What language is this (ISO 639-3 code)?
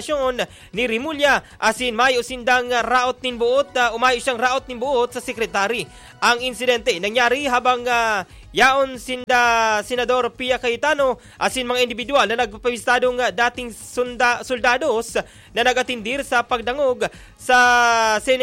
bik